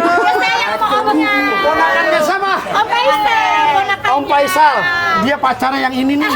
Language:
Betawi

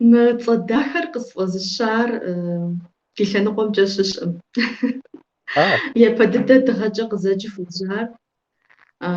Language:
Kabardian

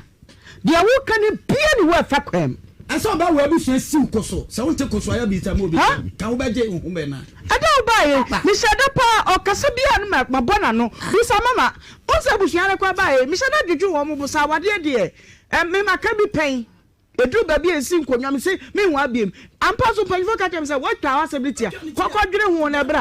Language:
Akan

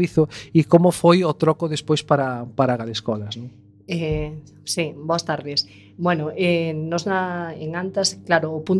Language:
Galician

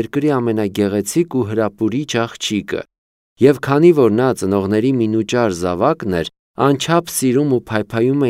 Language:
Armenian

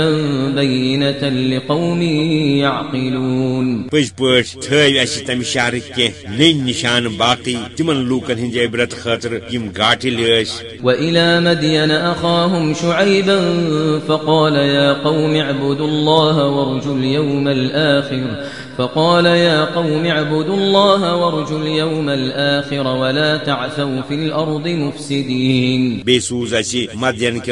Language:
Kashmiri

